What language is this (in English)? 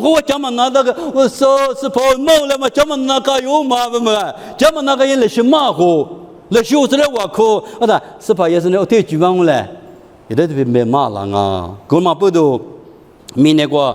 Lisu